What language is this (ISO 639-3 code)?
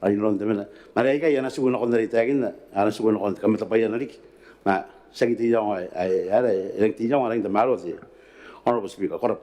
gil